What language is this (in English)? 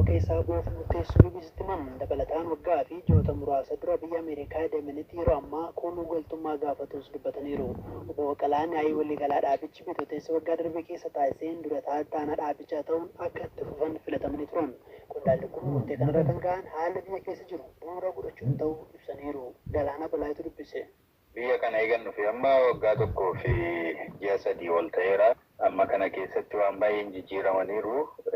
Oromo